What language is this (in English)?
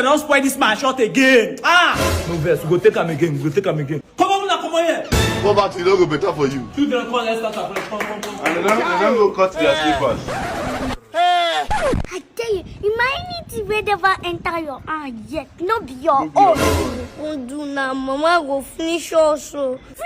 Nigerian Pidgin